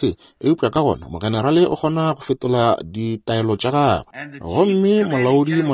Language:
Northern Sotho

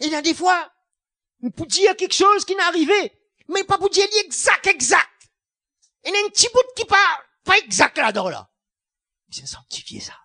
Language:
Morisyen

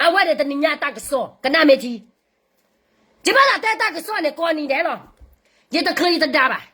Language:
S'gaw Karen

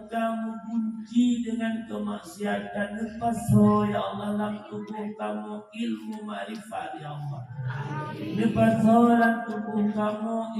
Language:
Achinese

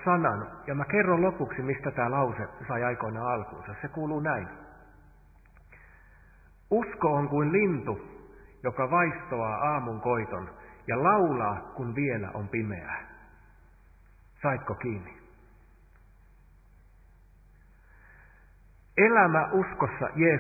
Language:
Finnish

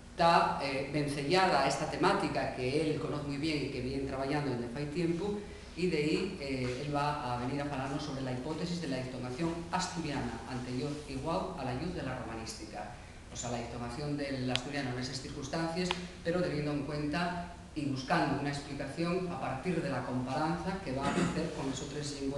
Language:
Asturian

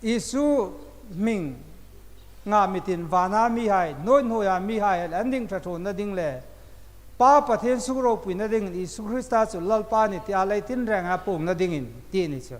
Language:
Hmar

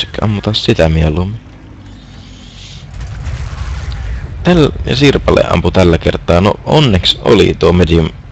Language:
Finnish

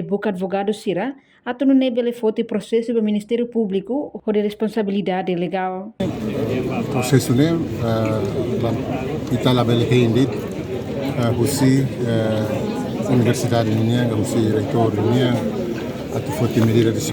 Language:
Tetum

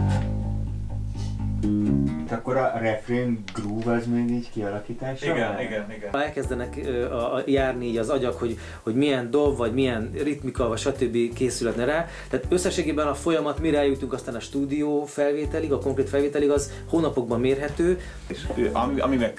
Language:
Hungarian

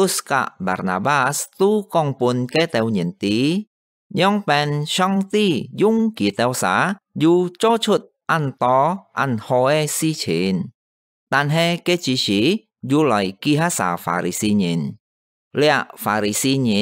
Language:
Hakka Chinese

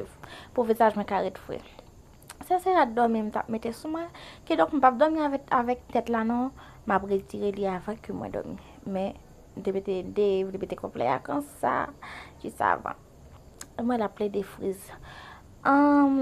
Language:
Haitian Creole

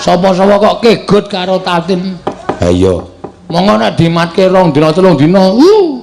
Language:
Javanese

